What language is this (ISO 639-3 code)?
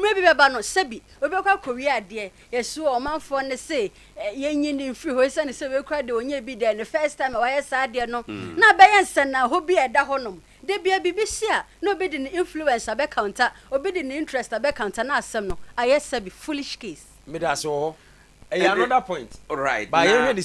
aka